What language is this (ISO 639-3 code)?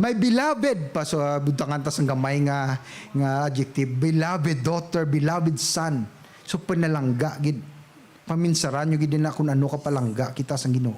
hil